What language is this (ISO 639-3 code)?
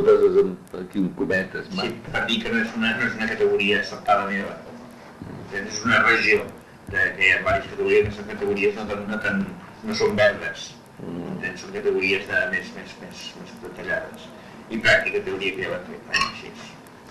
cat